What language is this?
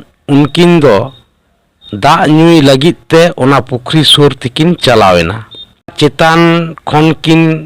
Santali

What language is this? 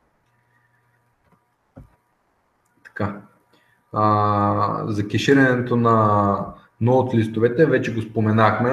Bulgarian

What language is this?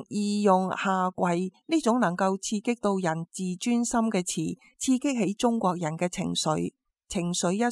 Cantonese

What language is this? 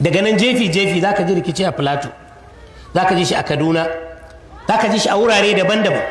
Hausa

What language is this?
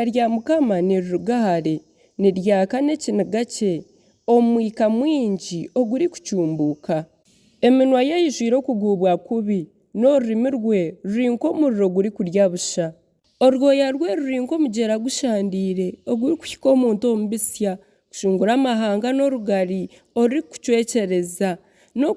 Nyankole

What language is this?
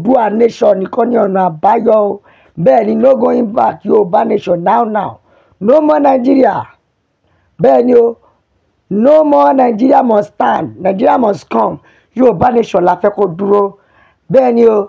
Yoruba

